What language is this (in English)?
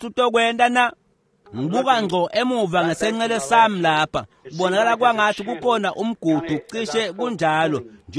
Swati